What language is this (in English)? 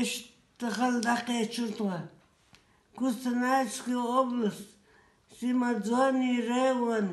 Chechen